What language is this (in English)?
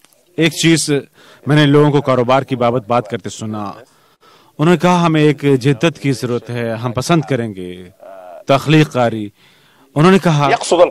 Urdu